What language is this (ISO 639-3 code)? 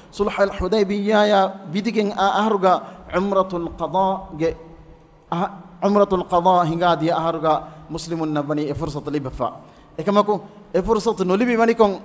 div